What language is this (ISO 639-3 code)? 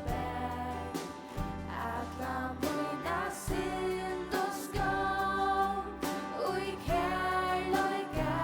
fao